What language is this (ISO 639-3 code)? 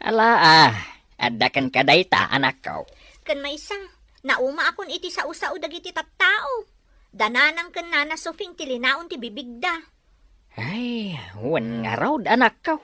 ilo